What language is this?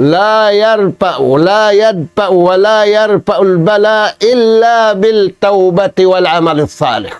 Tausug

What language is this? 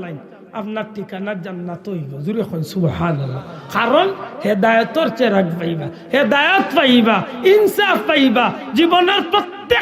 Sylheti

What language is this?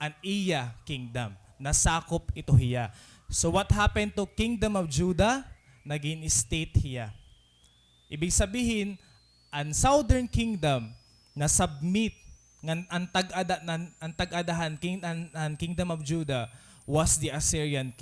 Waray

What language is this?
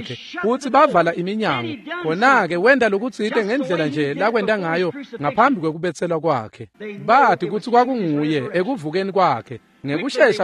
Swati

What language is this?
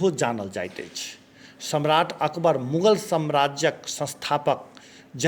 Maithili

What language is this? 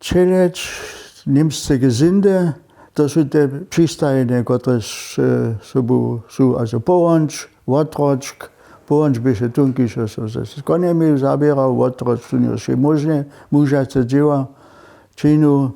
Upper Sorbian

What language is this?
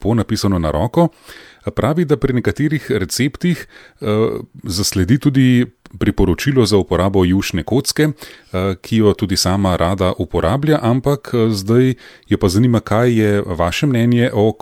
Slovenian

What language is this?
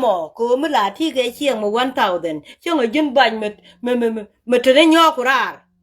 Nuer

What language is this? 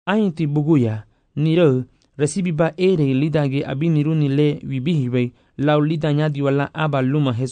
Garifuna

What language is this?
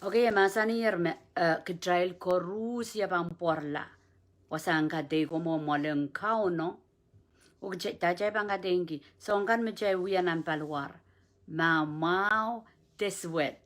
Pohnpeian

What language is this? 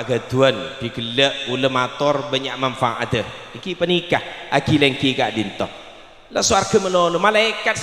Madurese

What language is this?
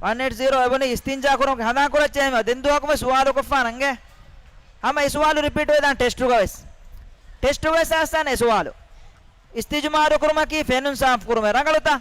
Divehi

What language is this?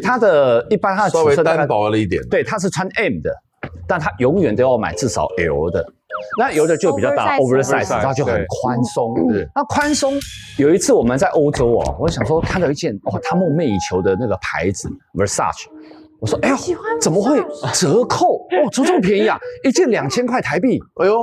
Chinese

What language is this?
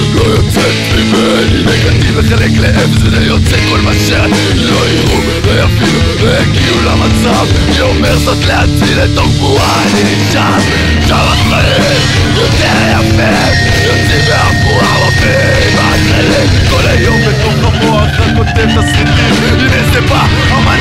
Hebrew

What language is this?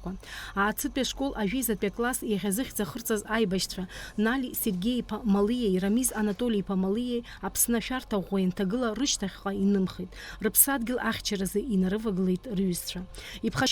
Abkhazian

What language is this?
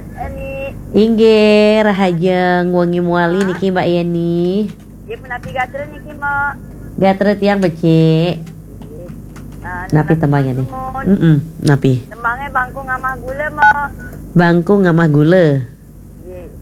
Balinese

